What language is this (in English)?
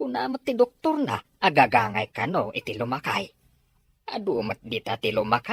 Iloko